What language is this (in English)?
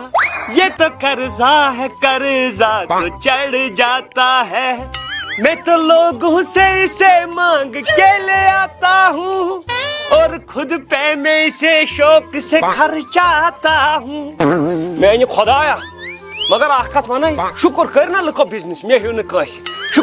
Kashmiri